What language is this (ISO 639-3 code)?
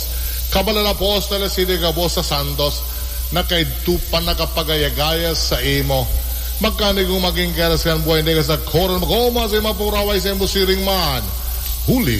bik